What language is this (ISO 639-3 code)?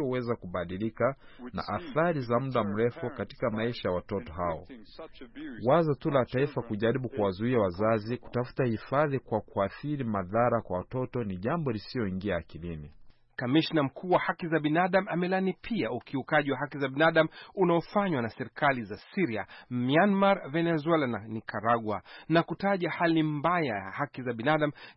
swa